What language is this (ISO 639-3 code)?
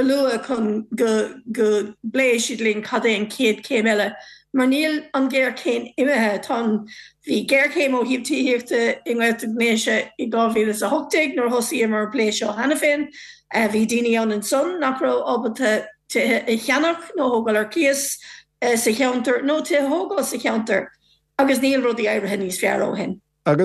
gle